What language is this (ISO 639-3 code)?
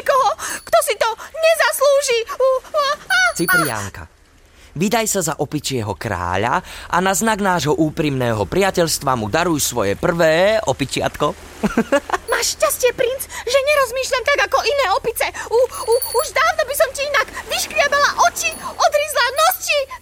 slk